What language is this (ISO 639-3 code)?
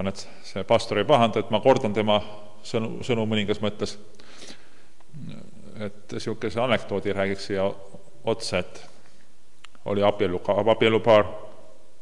est